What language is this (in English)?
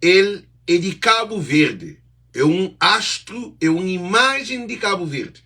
Kabuverdianu